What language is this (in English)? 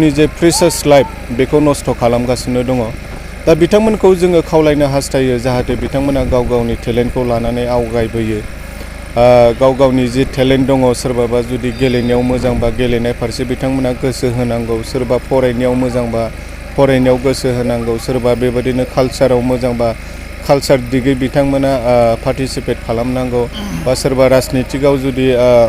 Bodo